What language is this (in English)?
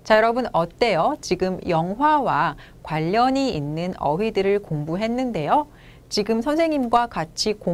Korean